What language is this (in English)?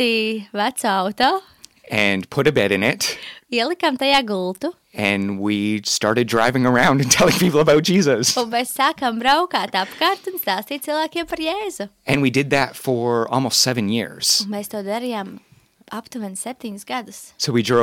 Latvian